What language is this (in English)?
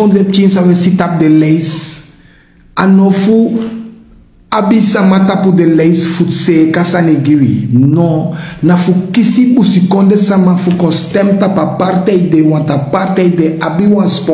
Sranan Tongo